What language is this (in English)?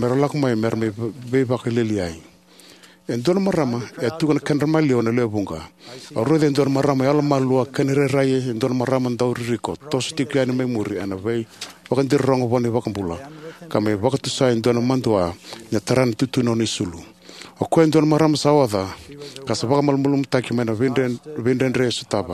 Fijian